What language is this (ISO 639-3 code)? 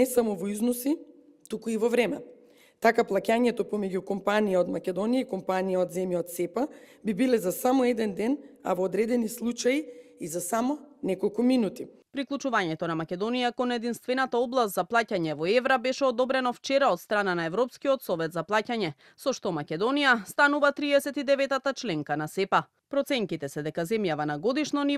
mkd